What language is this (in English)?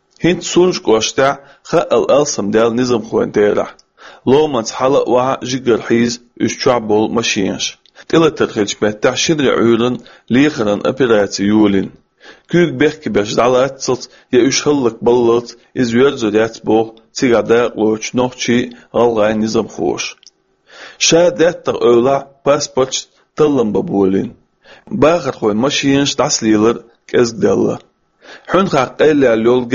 Chechen